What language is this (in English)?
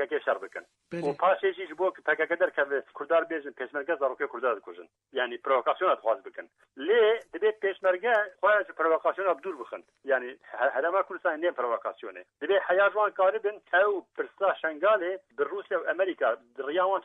Kurdish